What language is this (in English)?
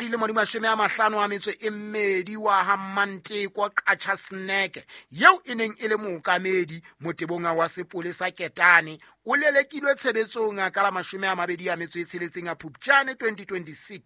Southern Sotho